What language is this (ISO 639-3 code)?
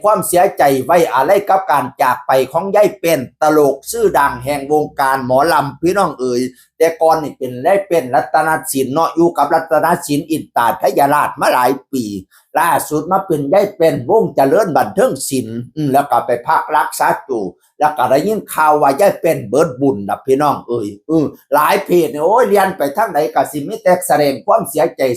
tts